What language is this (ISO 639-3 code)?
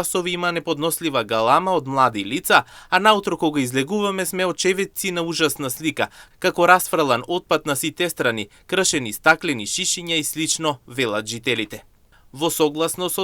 mkd